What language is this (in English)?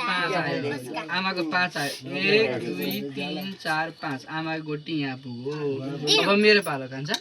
Nepali